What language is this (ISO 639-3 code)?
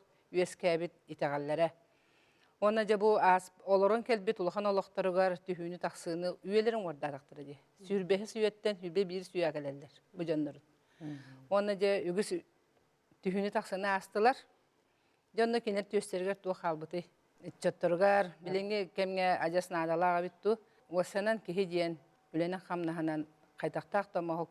sah